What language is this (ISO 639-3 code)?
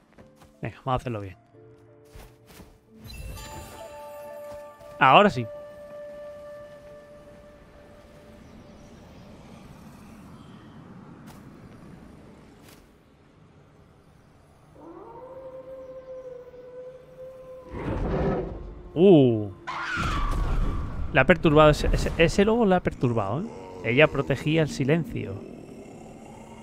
spa